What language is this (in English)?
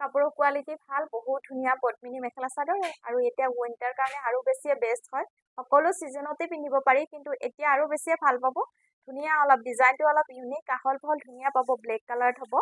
Assamese